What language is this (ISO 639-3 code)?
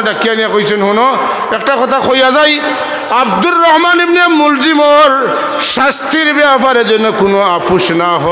syl